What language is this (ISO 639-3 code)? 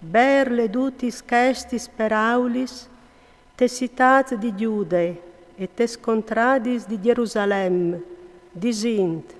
fur